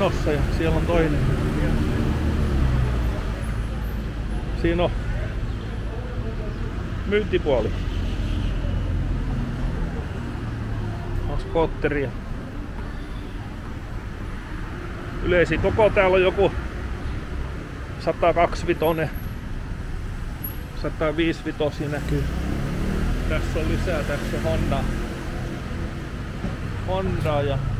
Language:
Finnish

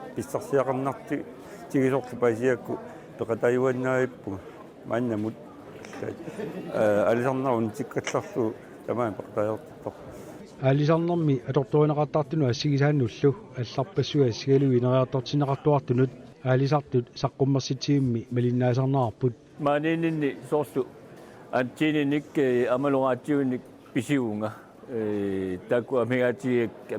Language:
Kalaallisut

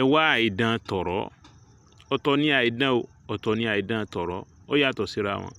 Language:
Yoruba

